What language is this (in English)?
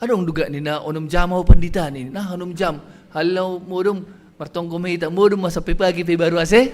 Batak Simalungun